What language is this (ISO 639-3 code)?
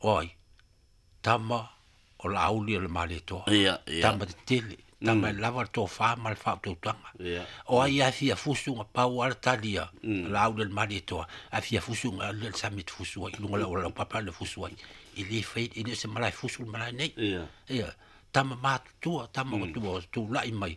smo